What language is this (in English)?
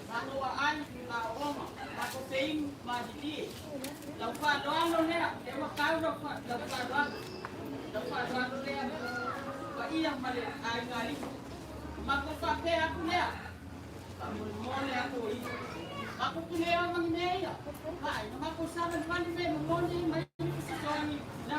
Samoan